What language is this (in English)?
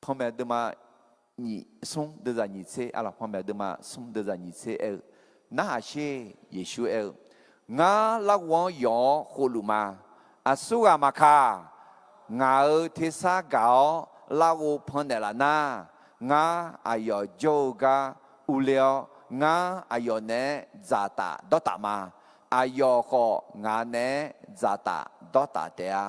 Akha